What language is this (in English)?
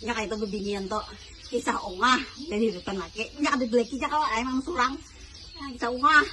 Banjar